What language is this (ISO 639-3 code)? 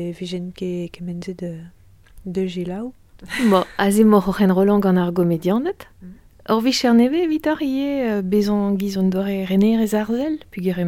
bre